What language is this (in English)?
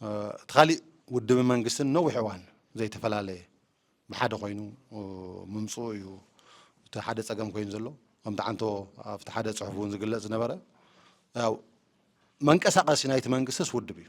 Tigrinya